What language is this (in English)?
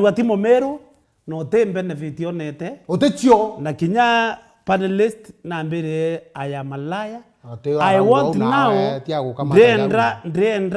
Meru